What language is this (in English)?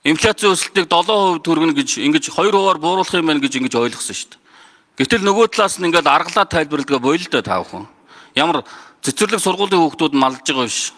Mongolian